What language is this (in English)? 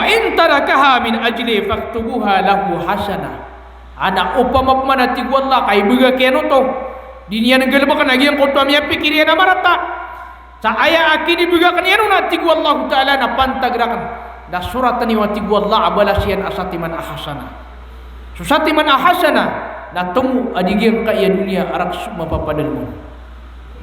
Maranao